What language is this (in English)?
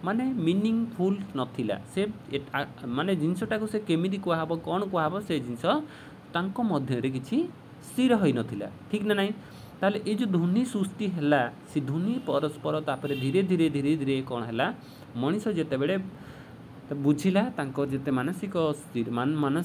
Odia